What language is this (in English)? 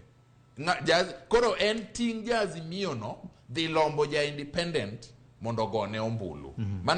Luo (Kenya and Tanzania)